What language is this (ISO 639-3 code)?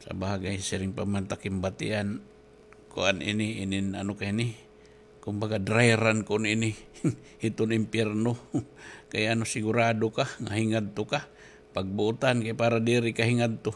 war